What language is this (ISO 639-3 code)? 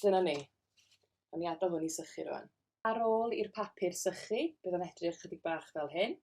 cym